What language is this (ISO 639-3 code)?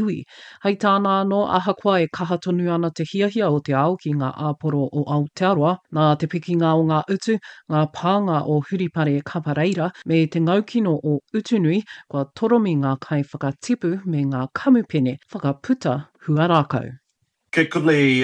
mri